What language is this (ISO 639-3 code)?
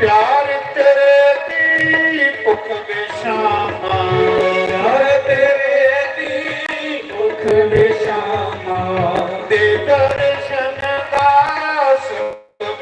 doi